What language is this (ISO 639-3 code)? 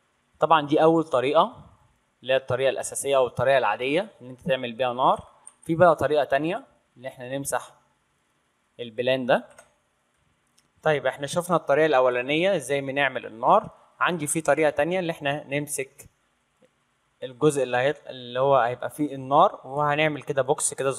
arz